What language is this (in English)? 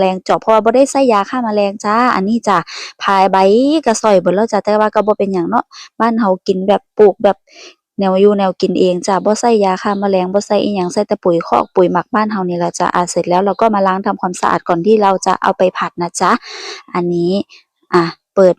Northeastern Thai